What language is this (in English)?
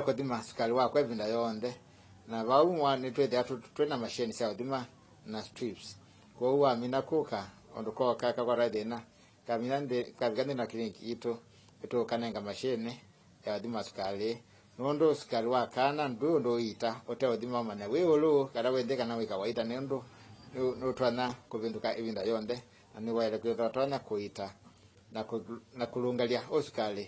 Kamba